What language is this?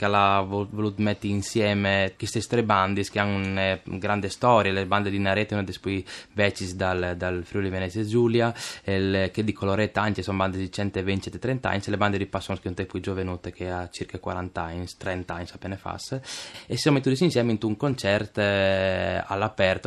Friulian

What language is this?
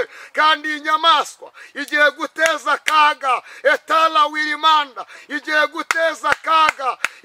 Kinyarwanda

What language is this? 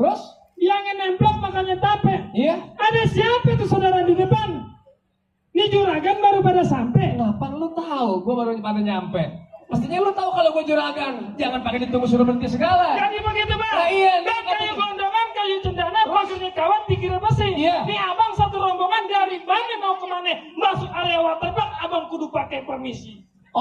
Betawi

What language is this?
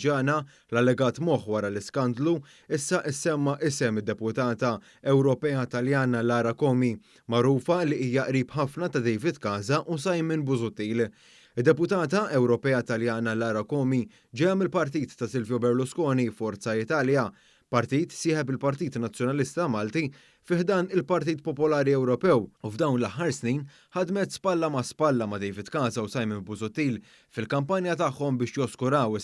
Maltese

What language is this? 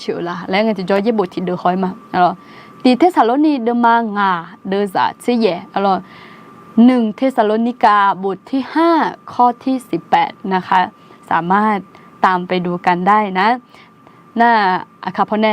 Akha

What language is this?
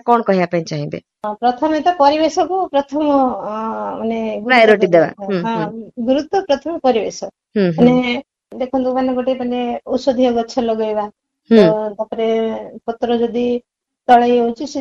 Odia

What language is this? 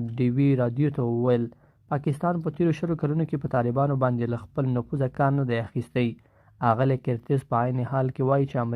Pashto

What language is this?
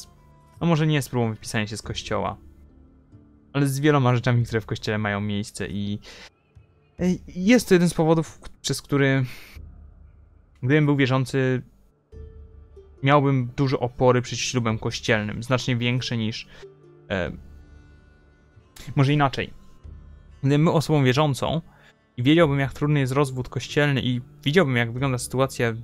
Polish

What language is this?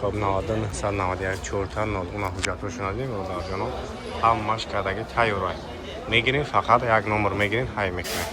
Tajik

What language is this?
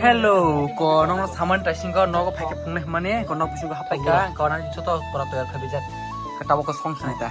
Kok Borok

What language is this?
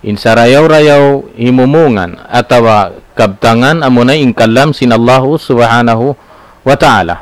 Tausug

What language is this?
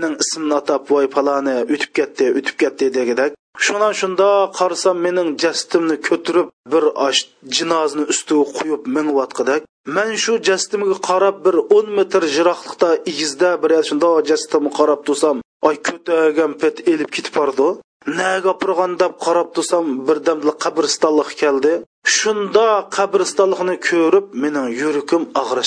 Uyghur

